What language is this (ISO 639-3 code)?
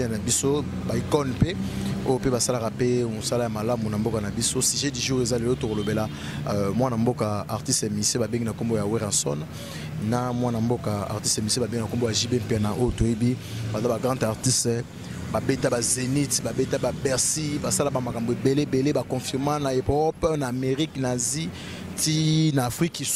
lin